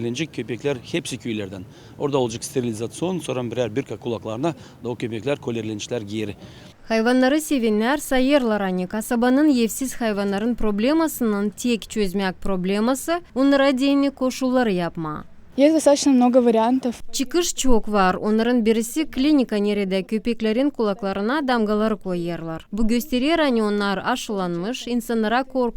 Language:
Gagauz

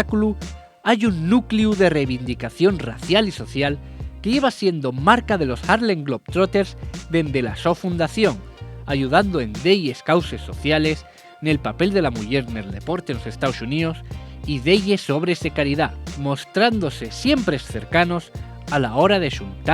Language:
Asturian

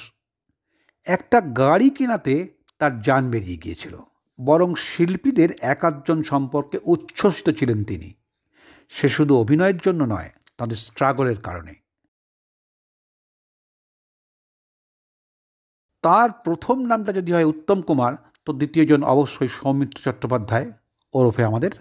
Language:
Bangla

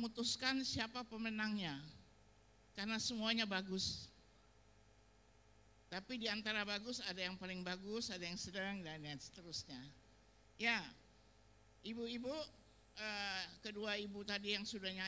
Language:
Indonesian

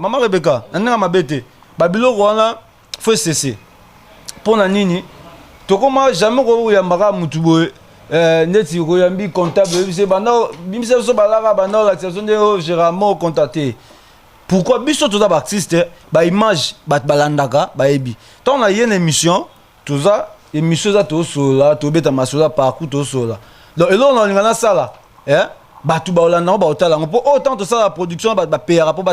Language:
Lingala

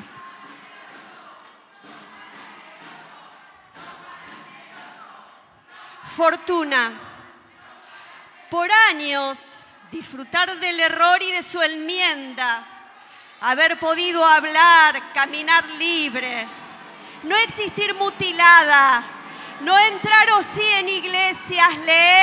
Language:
Spanish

